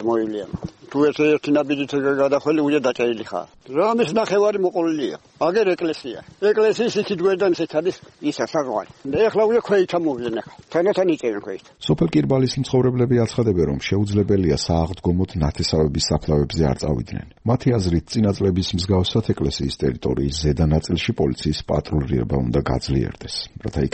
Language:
Georgian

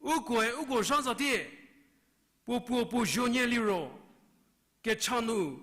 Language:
Angami Naga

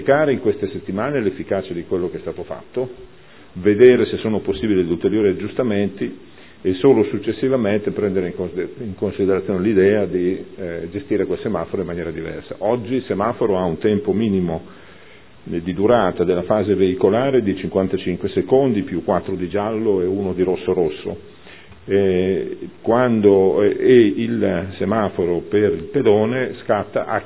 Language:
Italian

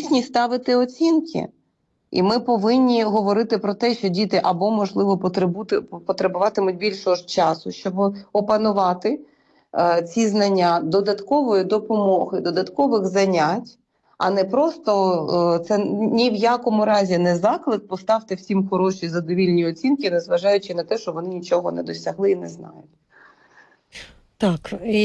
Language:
Ukrainian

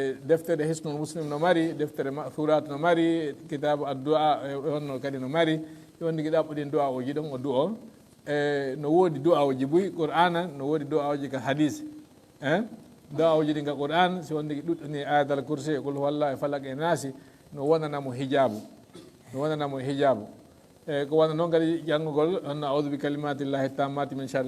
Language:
Fula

